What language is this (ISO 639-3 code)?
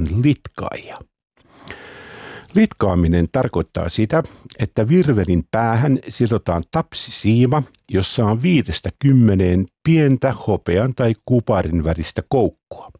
fin